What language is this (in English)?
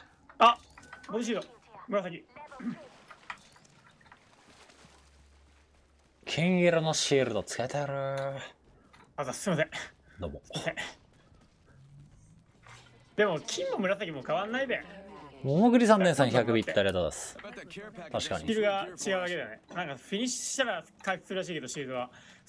Japanese